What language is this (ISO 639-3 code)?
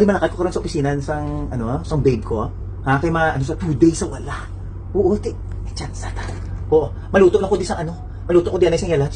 hil